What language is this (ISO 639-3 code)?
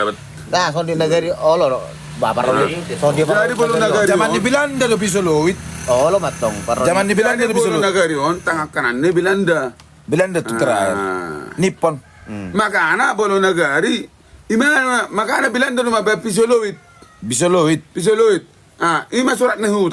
bbc